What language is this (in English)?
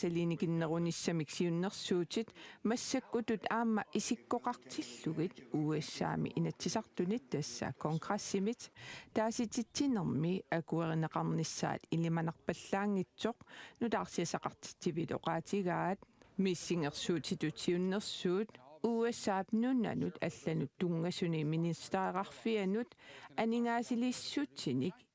Kalaallisut